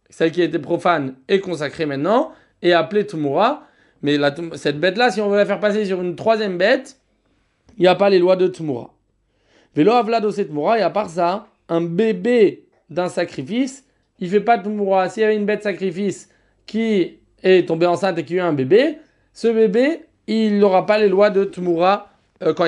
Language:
French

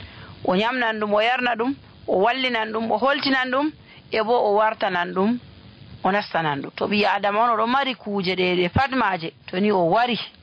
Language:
Nigerian Fulfulde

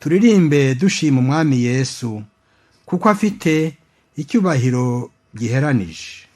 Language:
Kinyarwanda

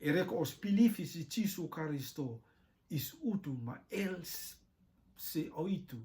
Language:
Rotuman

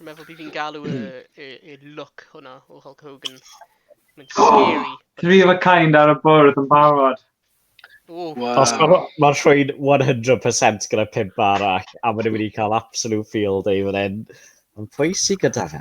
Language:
Welsh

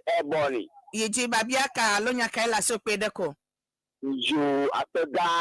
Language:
Ewe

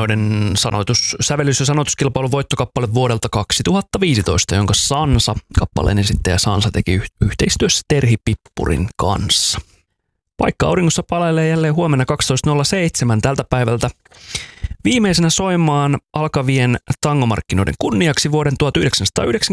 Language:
Finnish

